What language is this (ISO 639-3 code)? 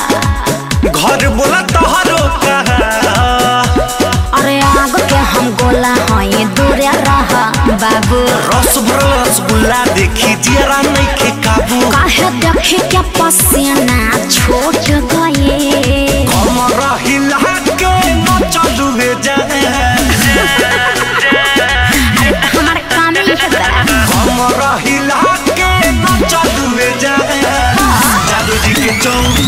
bho